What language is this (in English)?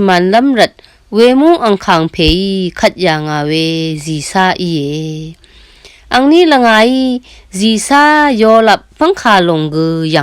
Rawang